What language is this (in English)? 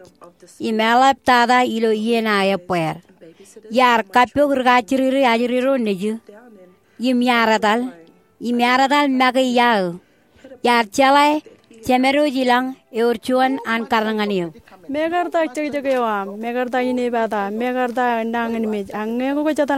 Marshallese